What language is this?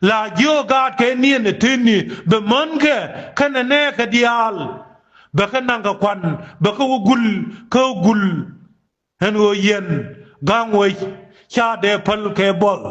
Nuer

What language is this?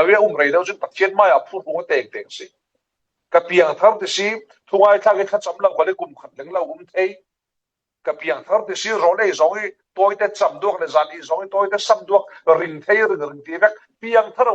Falam Chin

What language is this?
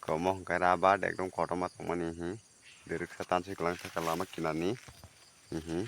Kok Borok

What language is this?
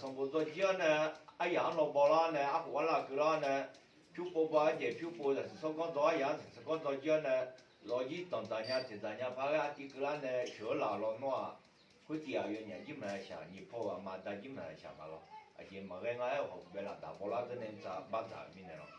Akha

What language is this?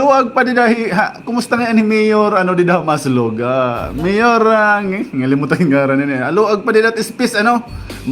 Waray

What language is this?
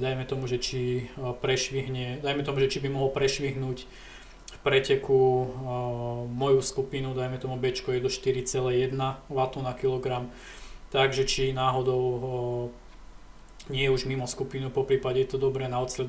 Slovak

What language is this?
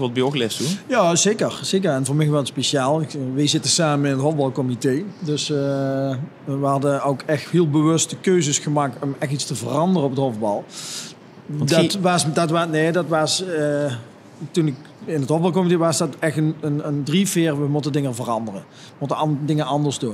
Limburgish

